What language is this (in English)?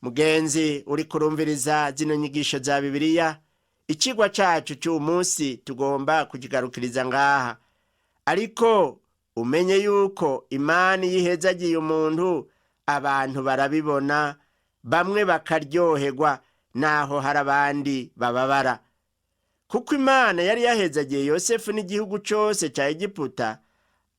Rundi